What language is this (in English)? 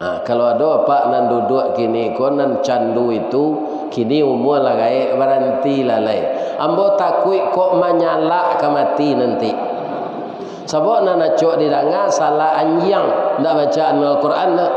Minangkabau